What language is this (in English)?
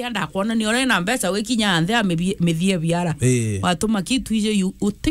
Meru